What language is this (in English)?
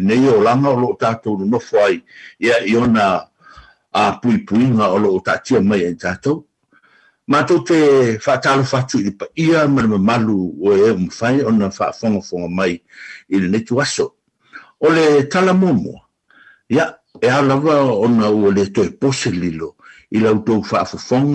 Samoan